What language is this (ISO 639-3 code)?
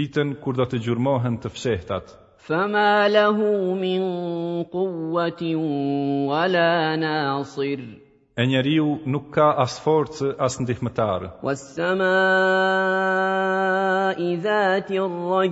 sqi